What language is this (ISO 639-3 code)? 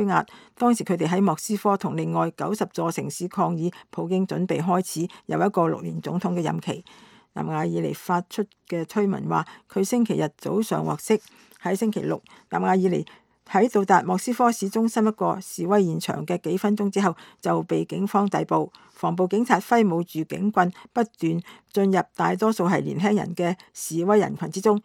yue